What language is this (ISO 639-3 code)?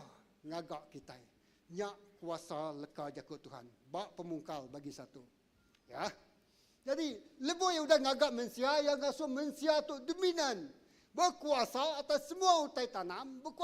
iba